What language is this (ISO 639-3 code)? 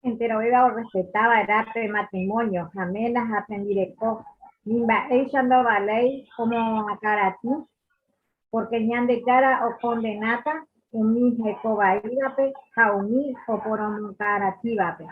grn